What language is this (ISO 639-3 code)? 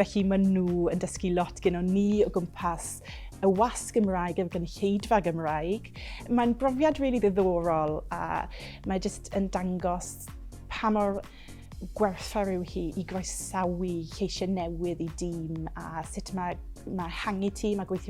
cym